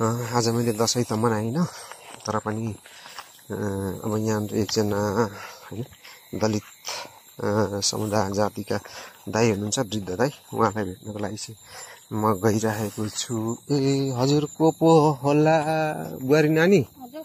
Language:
Nepali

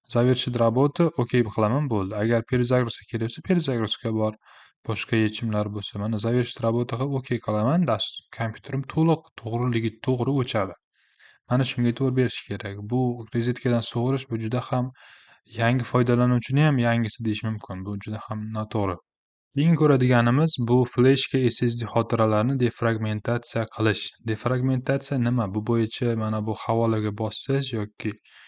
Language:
Uzbek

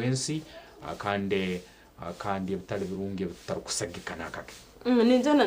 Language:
Nyankole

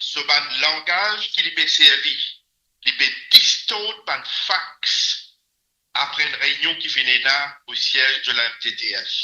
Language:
Morisyen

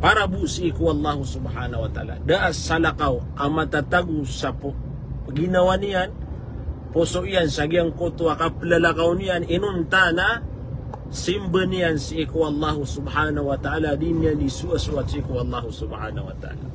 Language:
Maranao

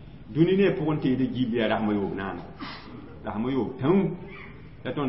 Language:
Mossi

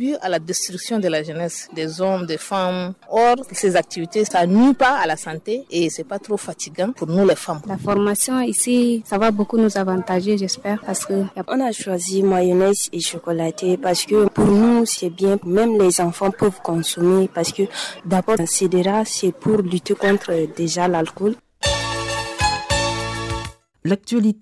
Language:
French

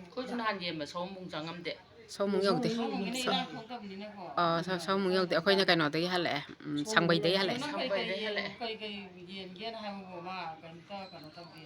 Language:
Manipuri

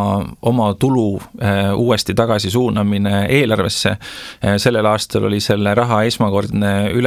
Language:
Estonian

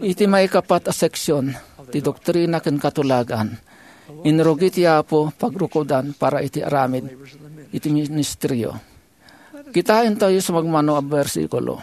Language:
Iloko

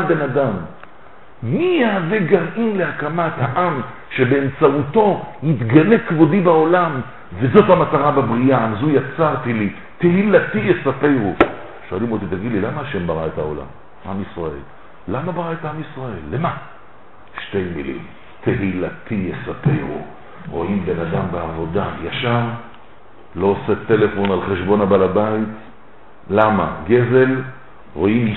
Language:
Hebrew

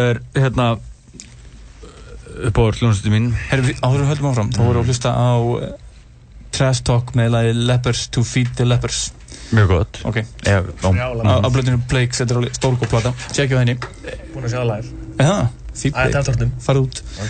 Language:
Icelandic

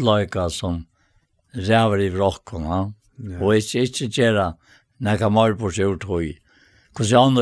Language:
Faroese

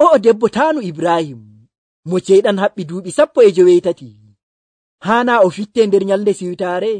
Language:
Nigerian Fulfulde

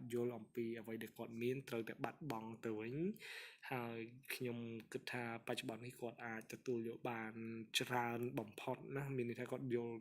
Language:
Khmer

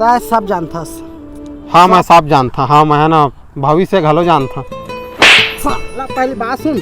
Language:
Chhattisgarhi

